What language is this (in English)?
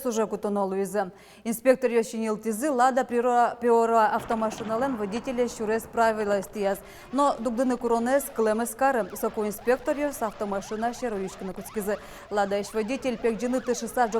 Udmurt